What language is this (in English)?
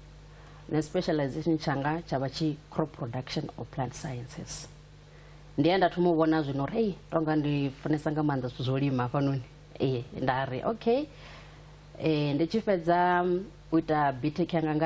Venda